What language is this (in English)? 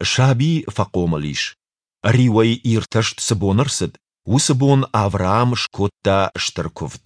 Ossetic